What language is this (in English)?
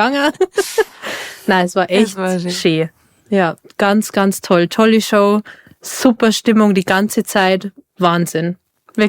Bavarian